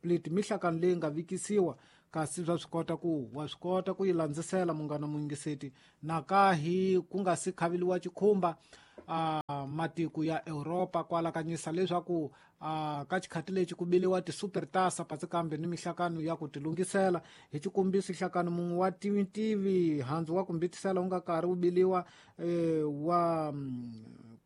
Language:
Tsonga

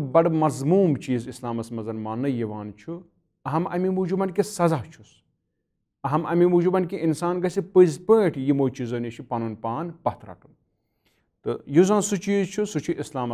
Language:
Kashmiri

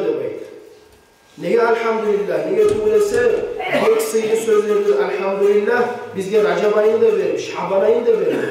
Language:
Kumyk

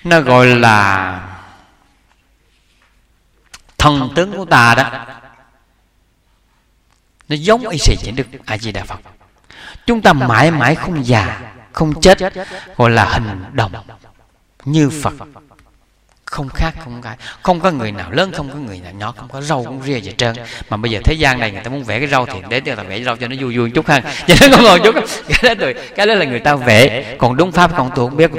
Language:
Vietnamese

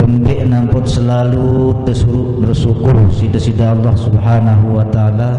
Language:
Sasak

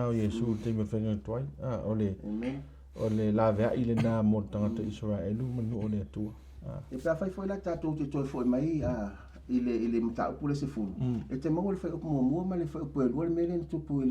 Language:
Samoan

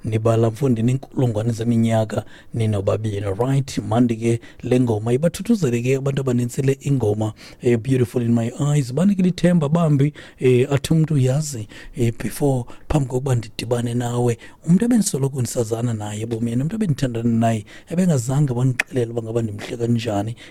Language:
Xhosa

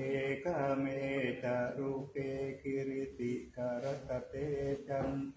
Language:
Pali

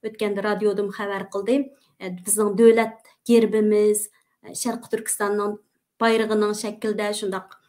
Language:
Uyghur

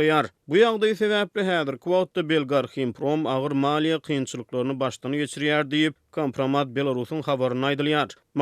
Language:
Turkmen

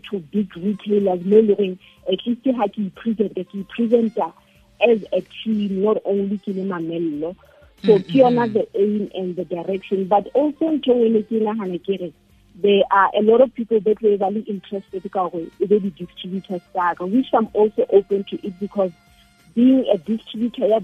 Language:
Southern Sotho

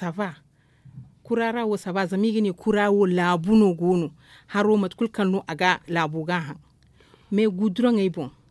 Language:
Zarma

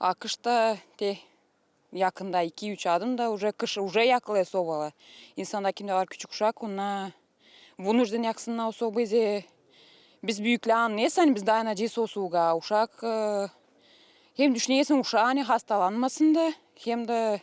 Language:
Gagauz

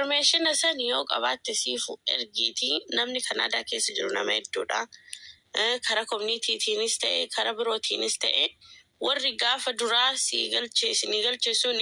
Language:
Oromo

